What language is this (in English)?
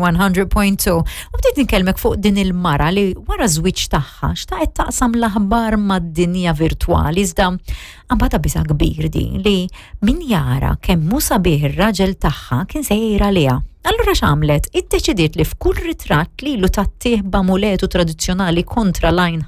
Maltese